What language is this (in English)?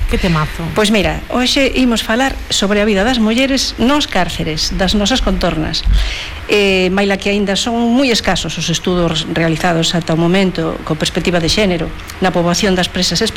Galician